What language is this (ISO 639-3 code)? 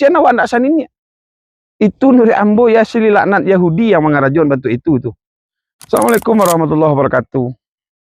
min